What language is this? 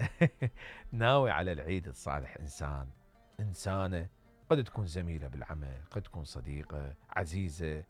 Mesopotamian Arabic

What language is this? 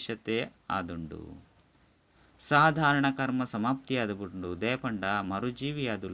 Tulu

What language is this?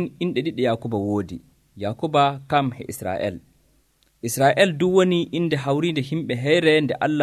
Nigerian Fulfulde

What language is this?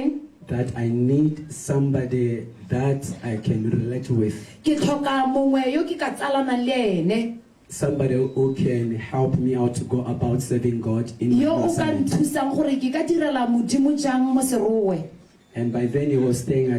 Tswana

